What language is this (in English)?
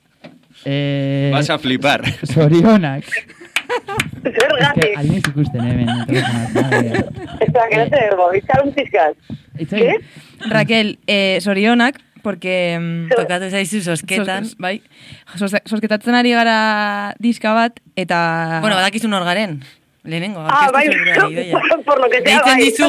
Basque